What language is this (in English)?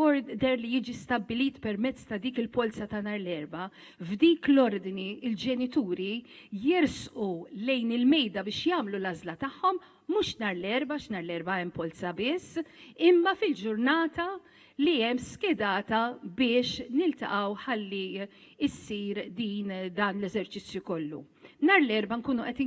Maltese